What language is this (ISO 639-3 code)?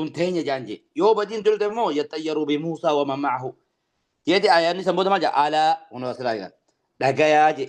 orm